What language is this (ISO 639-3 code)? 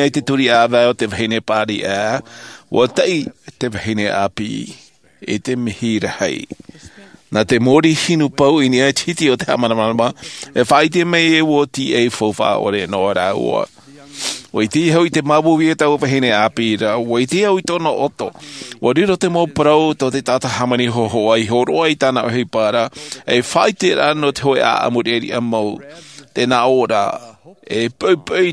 tah